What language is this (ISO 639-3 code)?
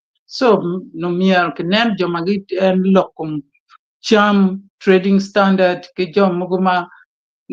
ach